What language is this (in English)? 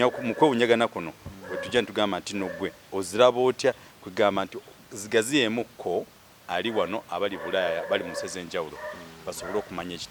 Ganda